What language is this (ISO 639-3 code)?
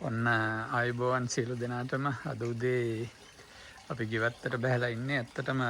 sin